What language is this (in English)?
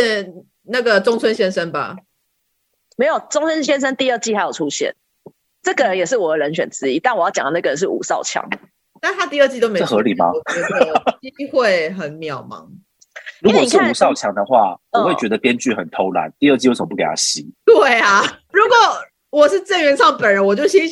Chinese